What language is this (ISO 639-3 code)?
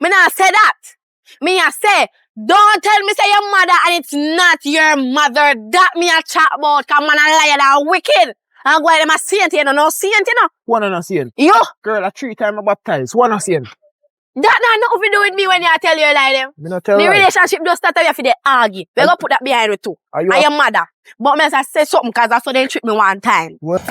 jam